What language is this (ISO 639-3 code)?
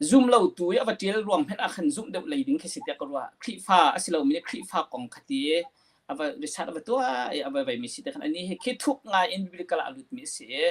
cnh